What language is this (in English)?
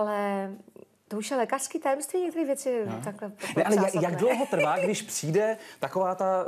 Czech